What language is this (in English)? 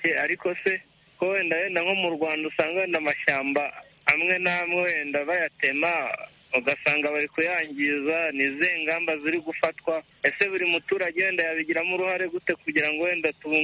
Kinyarwanda